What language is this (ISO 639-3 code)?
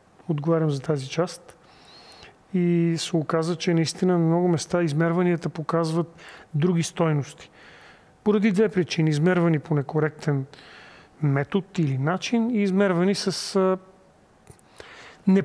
bul